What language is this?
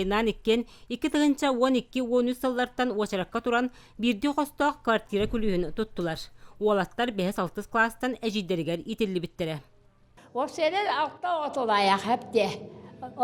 Yakut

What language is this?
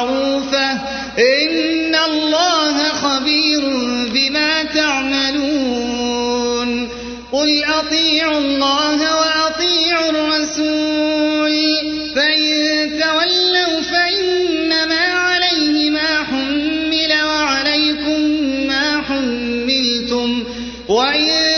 Arabic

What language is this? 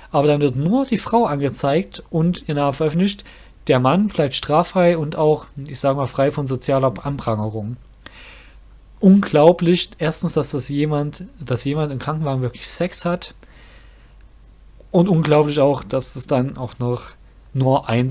German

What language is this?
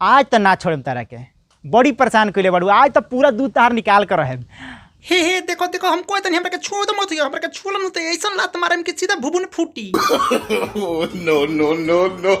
Bhojpuri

